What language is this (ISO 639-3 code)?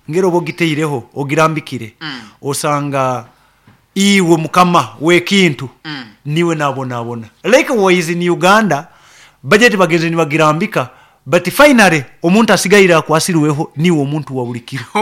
nyo